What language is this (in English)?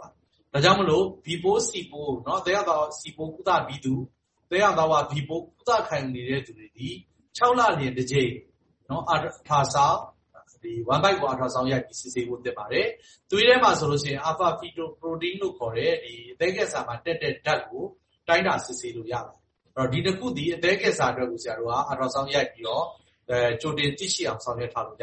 Burmese